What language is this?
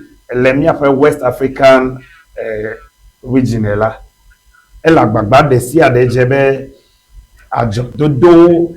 Ewe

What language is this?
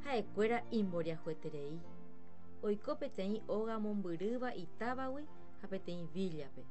Guarani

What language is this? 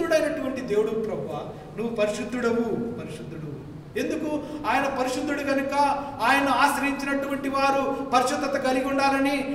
Telugu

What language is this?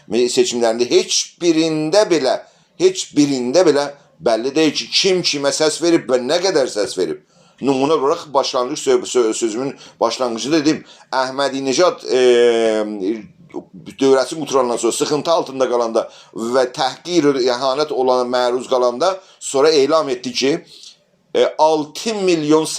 South Azerbaijani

